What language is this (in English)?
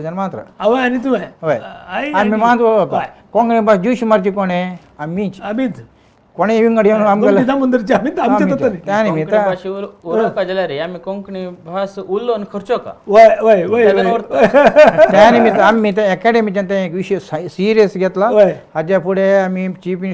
Konkani